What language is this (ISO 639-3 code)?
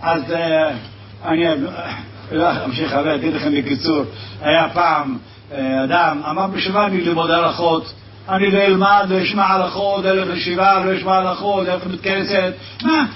heb